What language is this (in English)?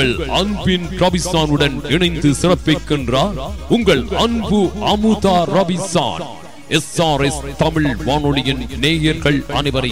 Tamil